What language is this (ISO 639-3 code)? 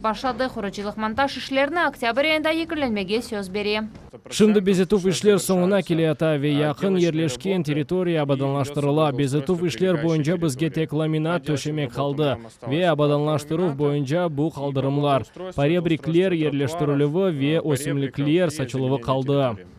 crh